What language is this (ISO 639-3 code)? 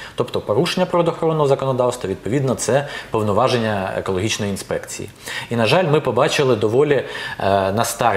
ukr